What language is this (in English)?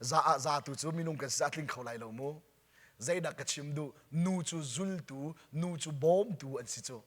Hakha Chin